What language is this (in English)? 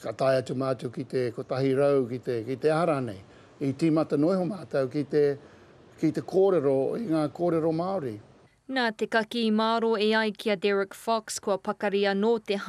Māori